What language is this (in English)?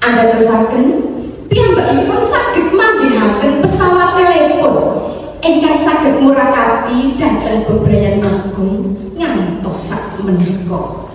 Javanese